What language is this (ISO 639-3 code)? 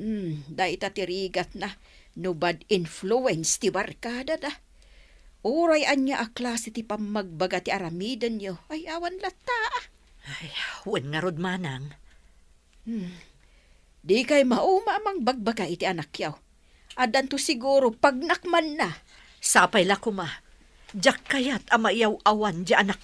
ilo